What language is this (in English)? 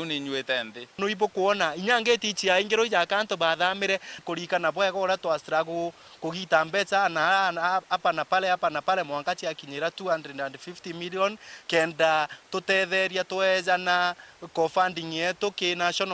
Meru